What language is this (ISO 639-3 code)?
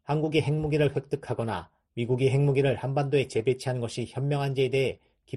kor